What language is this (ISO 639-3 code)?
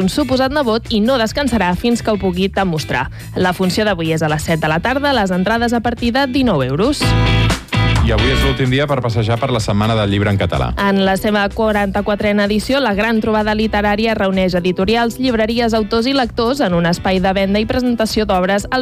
cat